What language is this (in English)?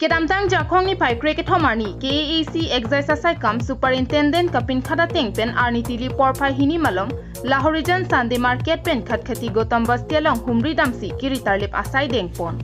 Karbi